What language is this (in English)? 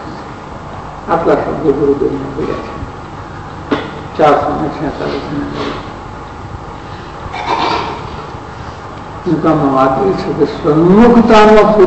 Gujarati